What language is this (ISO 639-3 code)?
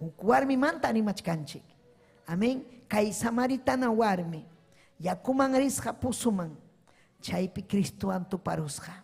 quy